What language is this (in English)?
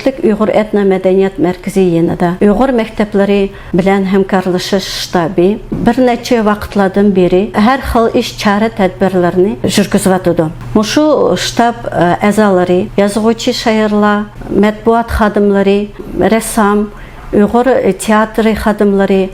Uyghur